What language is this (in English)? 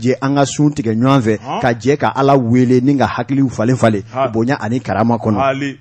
Bambara